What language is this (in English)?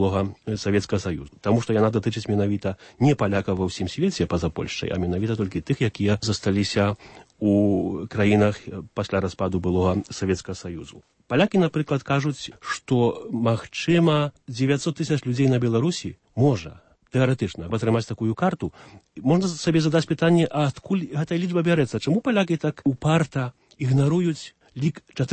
Belarusian